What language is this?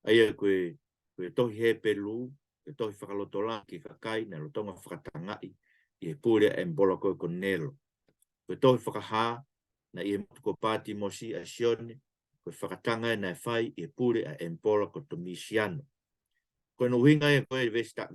Tongan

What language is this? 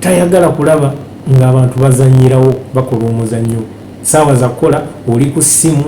Ganda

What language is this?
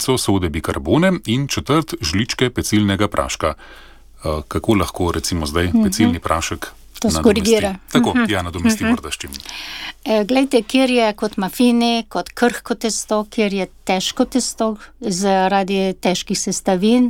Slovenian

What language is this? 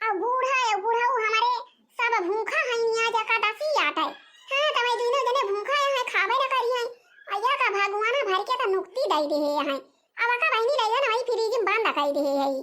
Awadhi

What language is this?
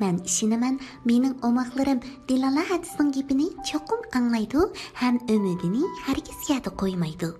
Uyghur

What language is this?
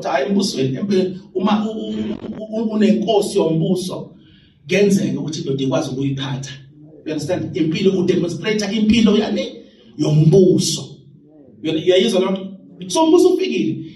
Zulu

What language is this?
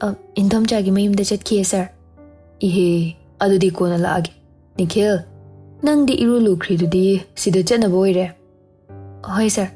Manipuri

